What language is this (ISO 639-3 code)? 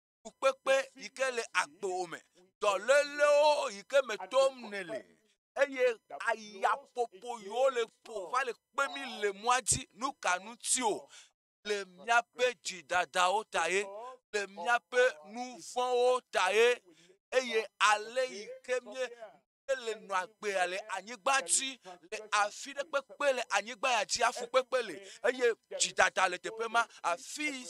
ewe